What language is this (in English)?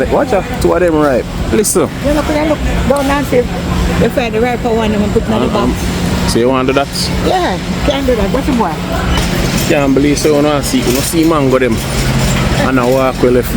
Jamaican Creole English